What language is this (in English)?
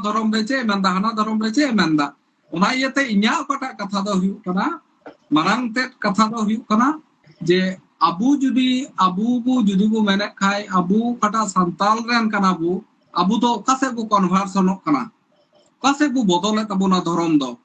Santali